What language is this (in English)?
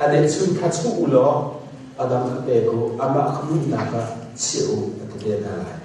Hakha Chin